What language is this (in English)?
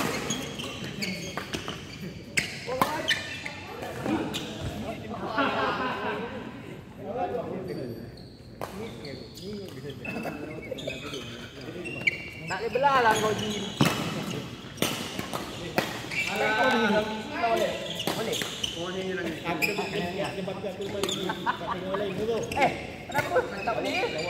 Malay